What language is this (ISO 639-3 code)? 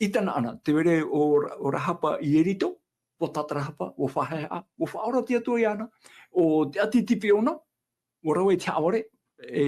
tah